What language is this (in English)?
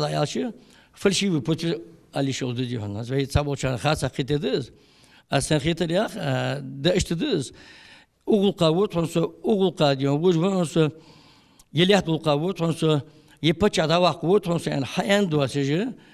Ingush